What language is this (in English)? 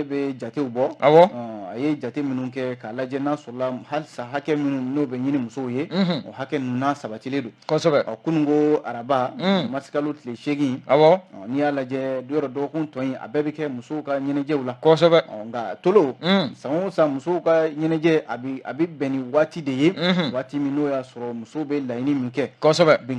Bambara